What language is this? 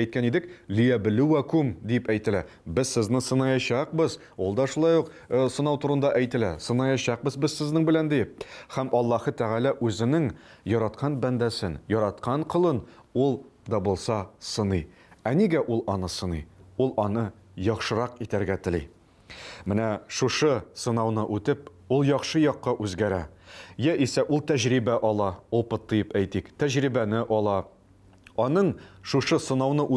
Tatar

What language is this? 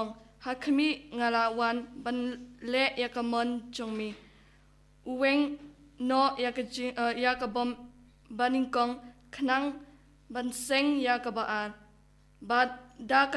Khasi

